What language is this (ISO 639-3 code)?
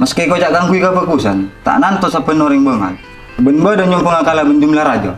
mad